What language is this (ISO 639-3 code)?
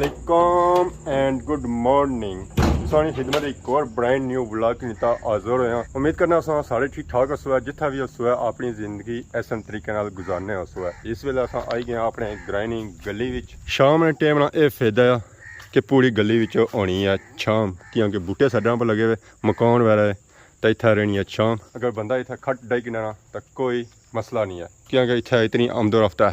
phr